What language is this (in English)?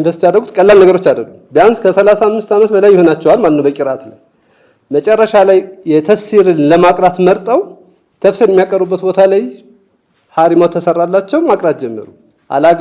Amharic